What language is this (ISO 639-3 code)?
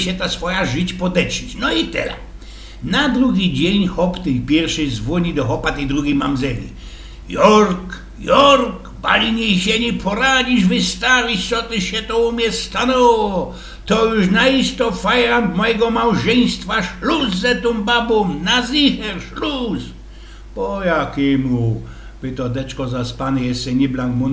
szl